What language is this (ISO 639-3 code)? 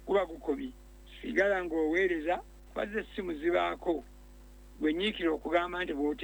lug